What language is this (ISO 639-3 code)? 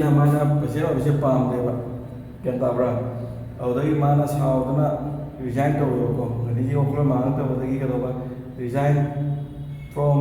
mni